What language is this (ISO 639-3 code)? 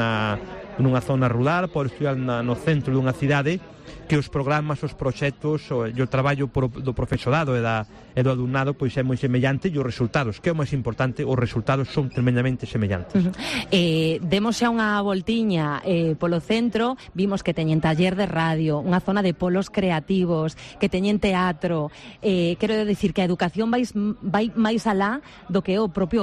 glg